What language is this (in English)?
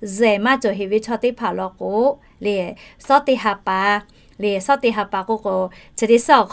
Lahu